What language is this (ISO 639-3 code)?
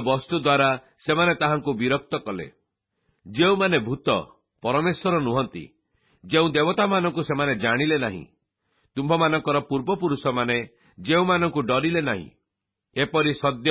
ori